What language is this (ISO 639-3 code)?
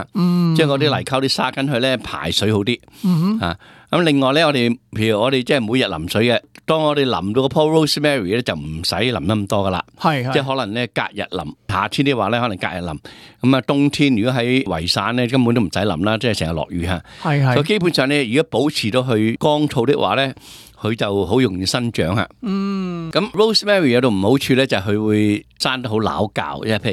yue